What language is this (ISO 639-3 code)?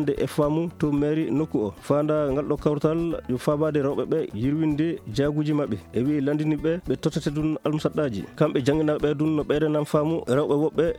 ful